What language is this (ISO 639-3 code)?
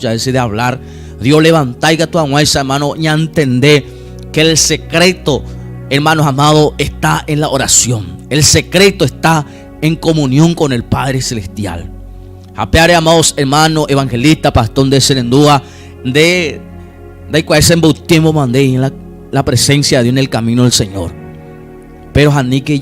grn